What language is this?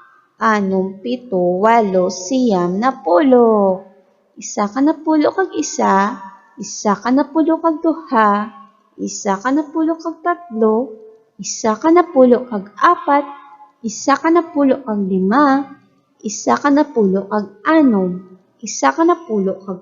Hiligaynon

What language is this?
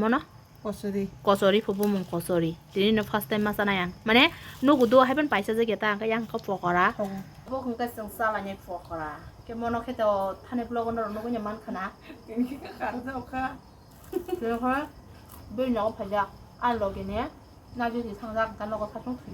Kok Borok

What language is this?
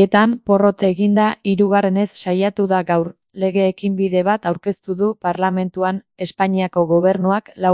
Basque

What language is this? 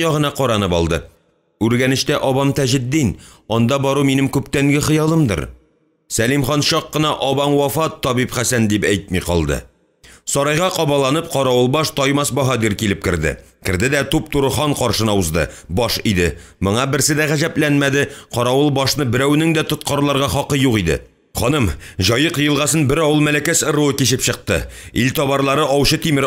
Tatar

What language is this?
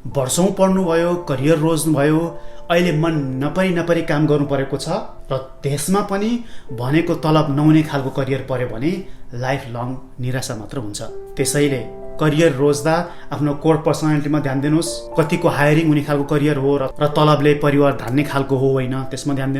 Nepali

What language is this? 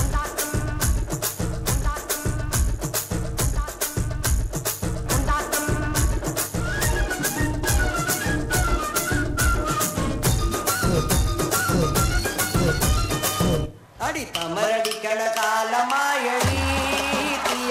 Tamil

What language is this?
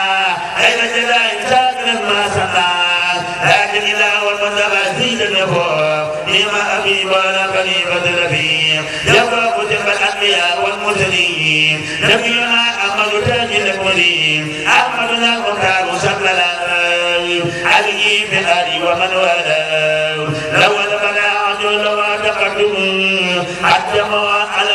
Arabic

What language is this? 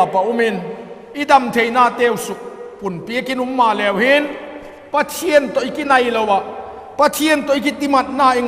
Vaiphei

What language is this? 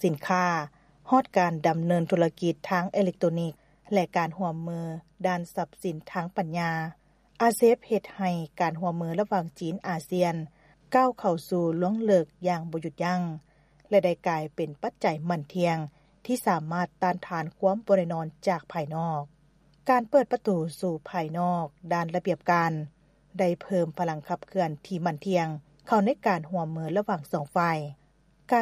Lao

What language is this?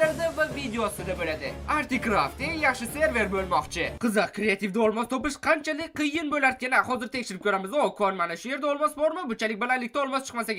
Uzbek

